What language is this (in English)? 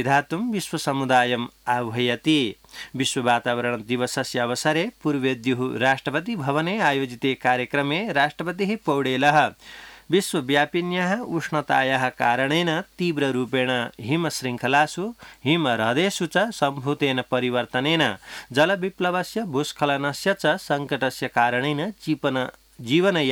Sanskrit